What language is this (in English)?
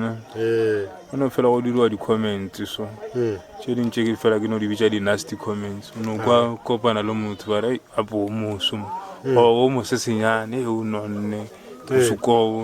Northern Sotho